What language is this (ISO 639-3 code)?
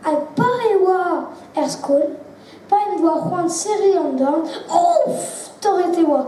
bre